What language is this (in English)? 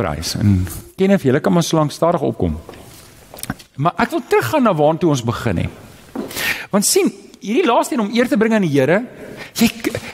Afrikaans